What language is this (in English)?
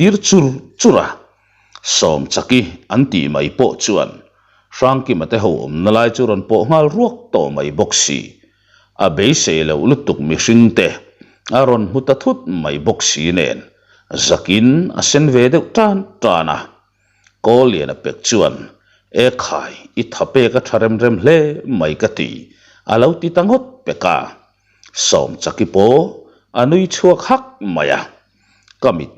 Mizo